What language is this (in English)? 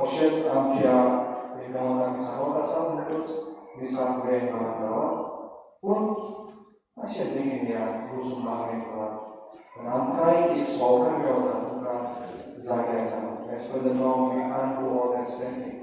Konkani